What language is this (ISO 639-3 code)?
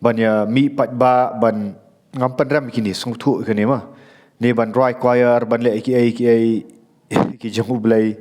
kha